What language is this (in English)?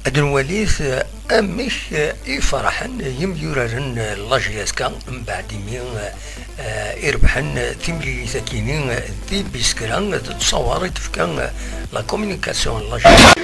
Kabyle